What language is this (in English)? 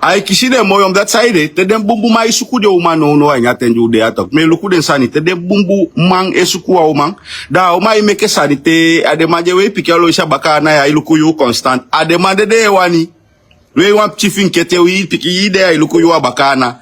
Sranan Tongo